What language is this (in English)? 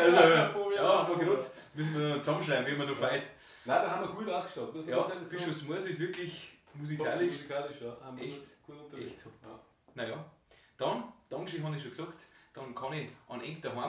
Bavarian